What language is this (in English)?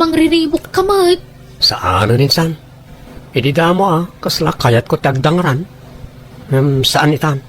Iloko